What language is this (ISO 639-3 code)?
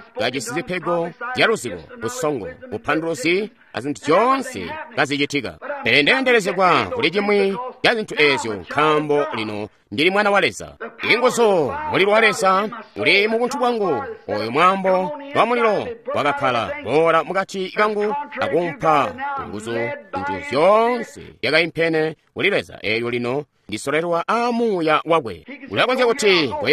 toi